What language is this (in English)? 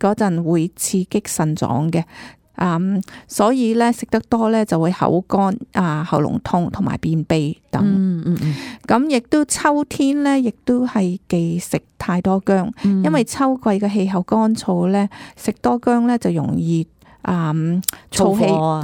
Cantonese